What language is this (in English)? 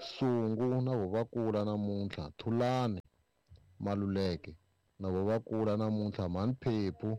Tsonga